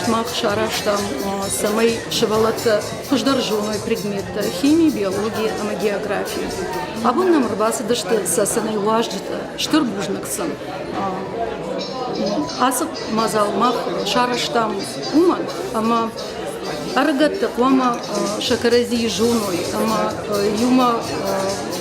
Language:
Ossetic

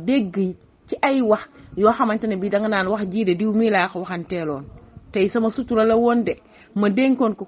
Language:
Wolof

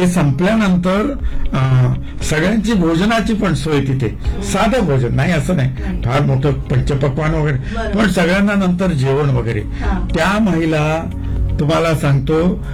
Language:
Marathi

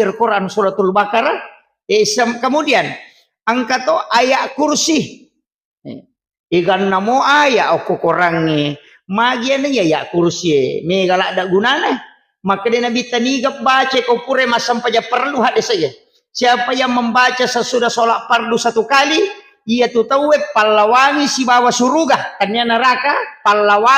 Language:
Buginese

